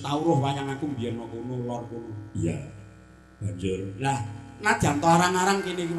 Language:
Javanese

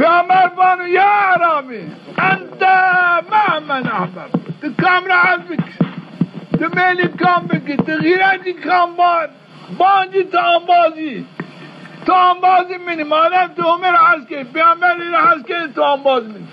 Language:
Zaza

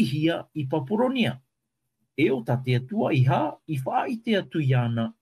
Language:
Tahitian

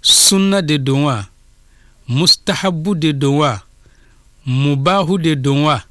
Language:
Bambara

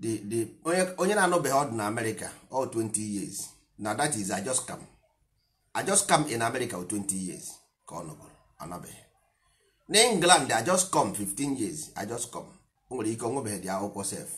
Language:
Igbo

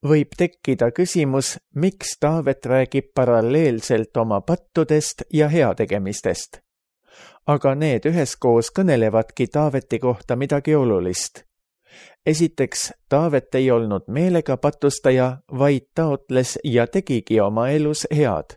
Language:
Estonian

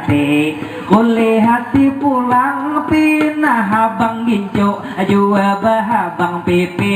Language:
Banjar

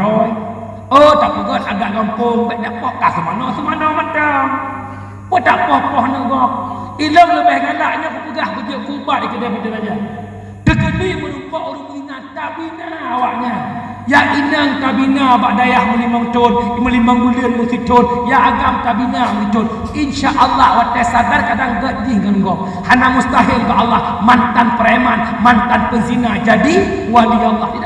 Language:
Achinese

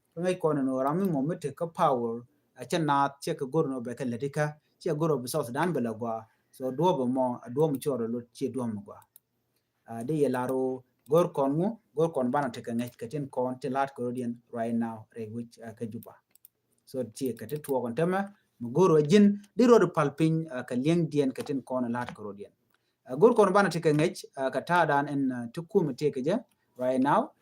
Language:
Nuer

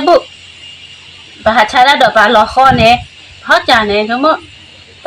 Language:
S'gaw Karen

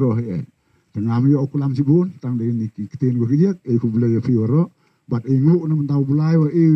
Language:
Pnar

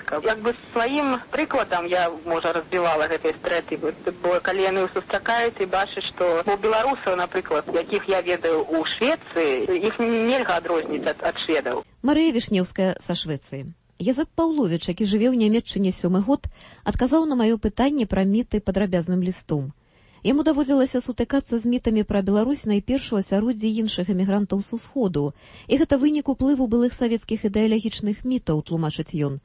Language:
Belarusian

